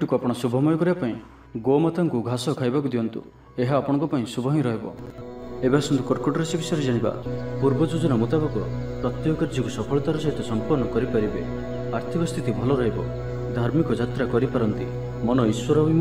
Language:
Odia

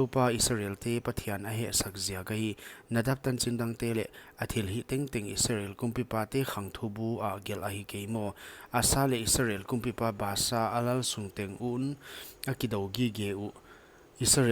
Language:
Paite Chin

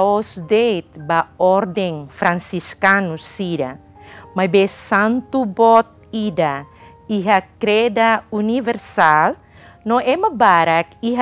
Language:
Tetum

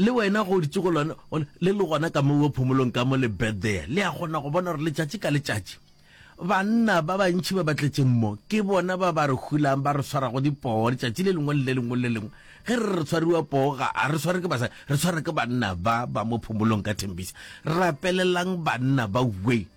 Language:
Northern Sotho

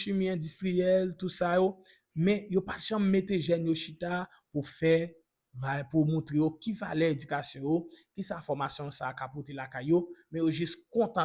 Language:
Haitian Creole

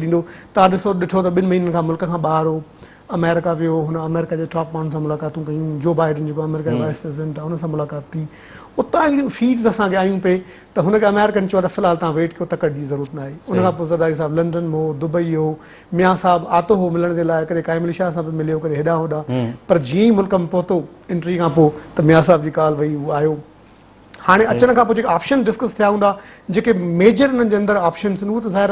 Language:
Sindhi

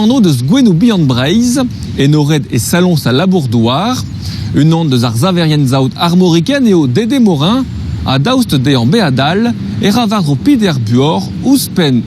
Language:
Breton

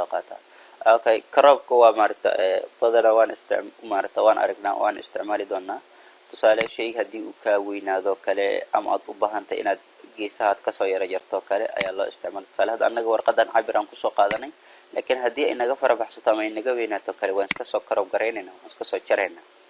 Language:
Somali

